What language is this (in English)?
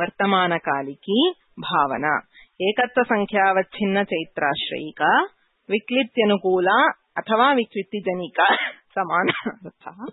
Sanskrit